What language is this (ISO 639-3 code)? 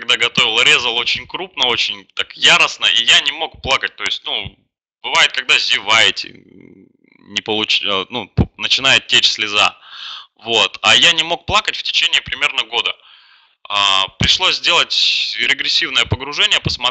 rus